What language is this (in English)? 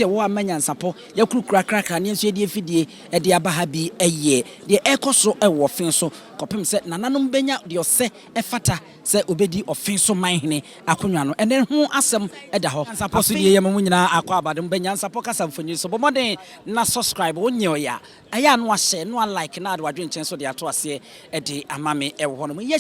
Akan